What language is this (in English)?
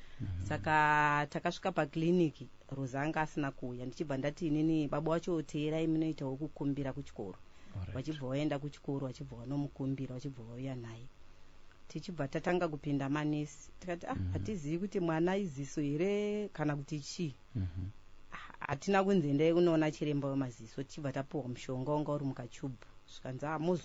Shona